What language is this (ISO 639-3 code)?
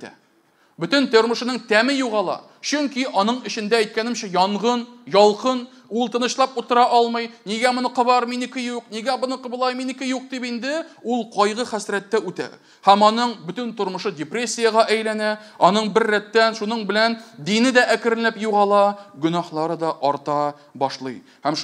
tat